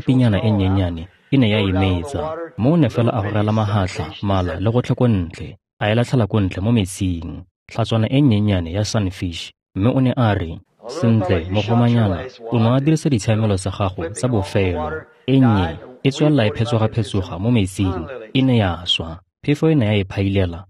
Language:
Tswana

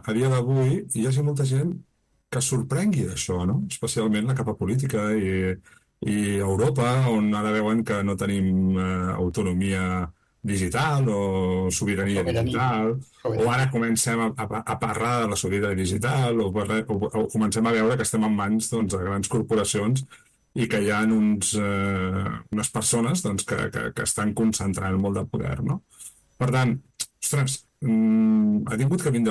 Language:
Catalan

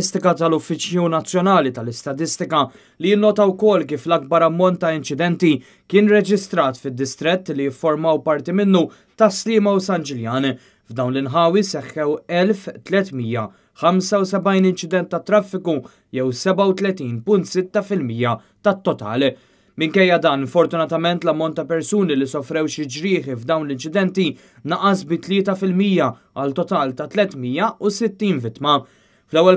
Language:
Maltese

